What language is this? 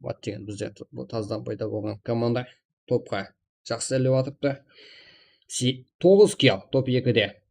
Kara-Kalpak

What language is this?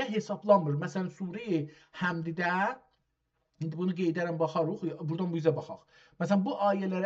South Azerbaijani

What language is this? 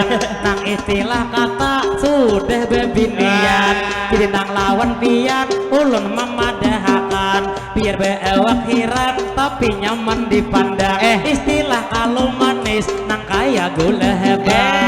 Banjar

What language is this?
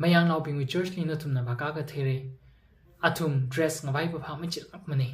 Tangkhul Naga (India)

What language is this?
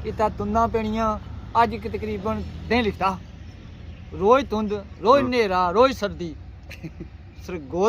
Pahari-Potwari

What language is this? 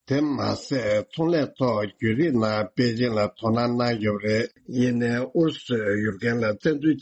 Tibetan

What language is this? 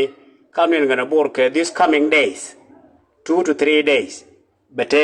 Nuer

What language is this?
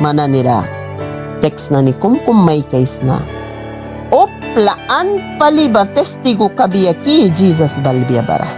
Mískito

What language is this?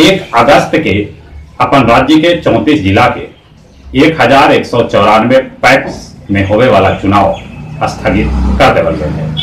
Magahi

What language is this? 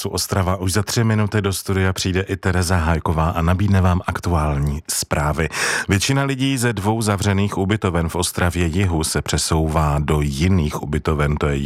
Czech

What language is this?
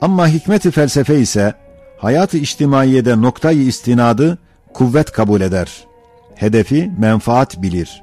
Ottoman Turkish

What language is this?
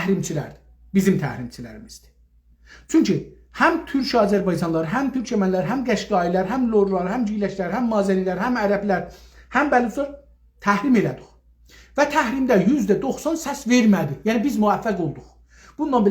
South Azerbaijani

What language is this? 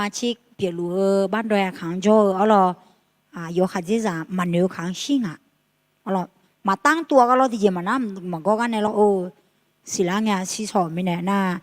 Akha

